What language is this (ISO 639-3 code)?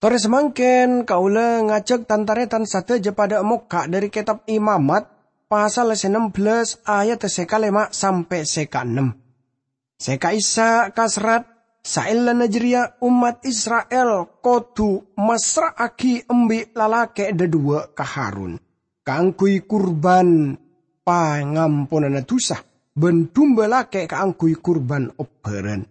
mad